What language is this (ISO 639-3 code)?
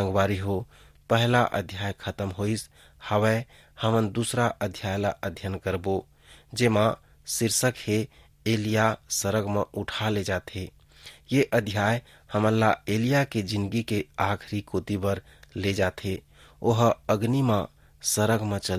hne